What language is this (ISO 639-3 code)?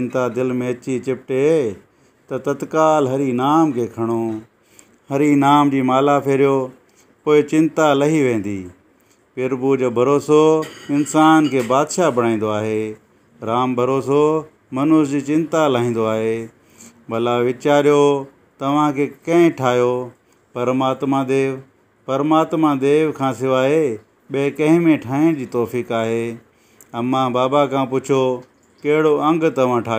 snd